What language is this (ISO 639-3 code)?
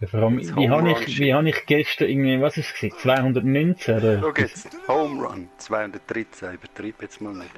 gsw